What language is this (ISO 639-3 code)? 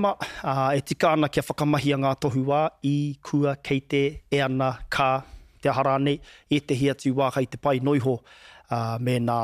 mri